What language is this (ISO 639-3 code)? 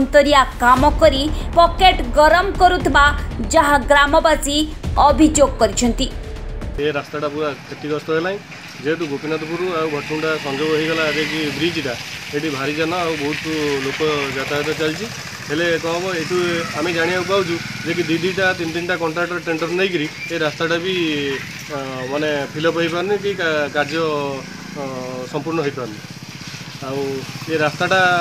ori